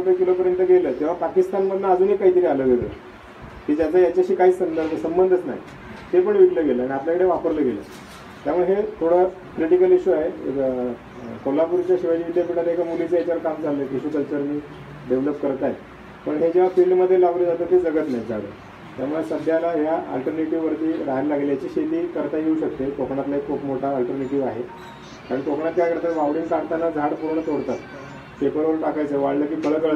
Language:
Marathi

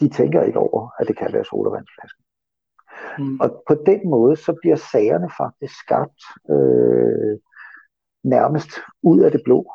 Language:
Danish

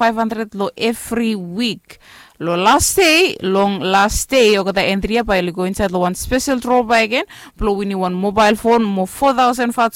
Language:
Bislama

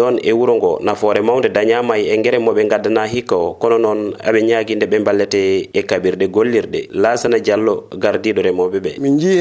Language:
Fula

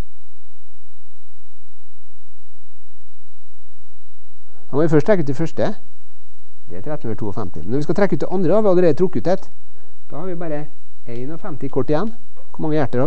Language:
Norwegian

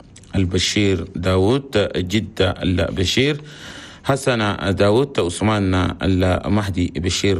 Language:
Chadian Arabic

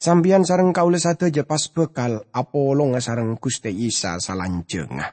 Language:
Madurese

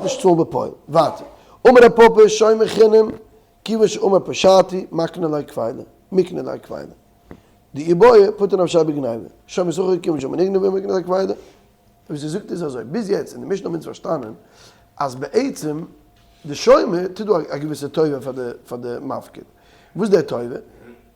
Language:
Yiddish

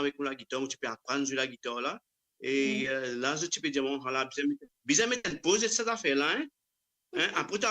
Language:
Morisyen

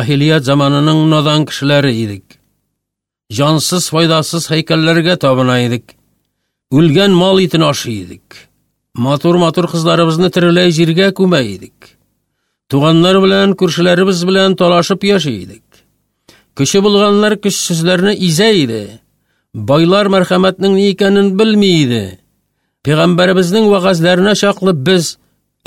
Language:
Tatar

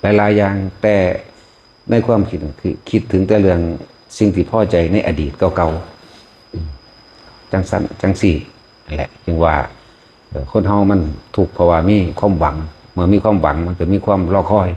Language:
Northeastern Thai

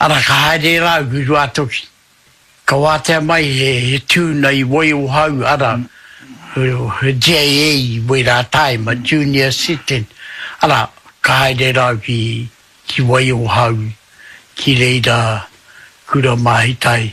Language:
Māori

